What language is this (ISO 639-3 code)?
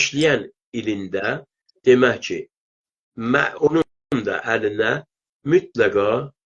azb